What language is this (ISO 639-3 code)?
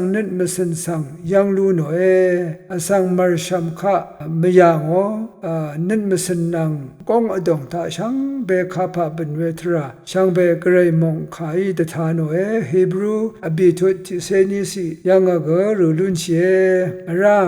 raw